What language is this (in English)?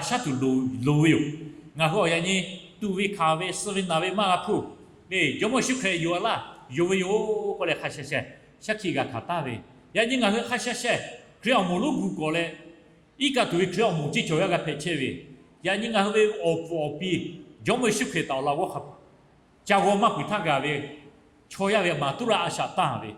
Lahu